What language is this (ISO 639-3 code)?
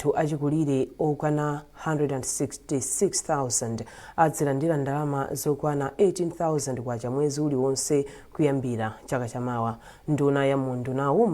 nya